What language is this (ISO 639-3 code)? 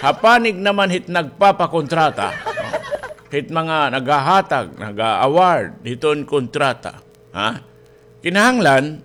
war